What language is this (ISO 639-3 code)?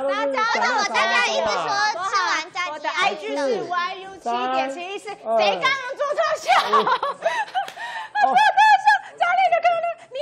zho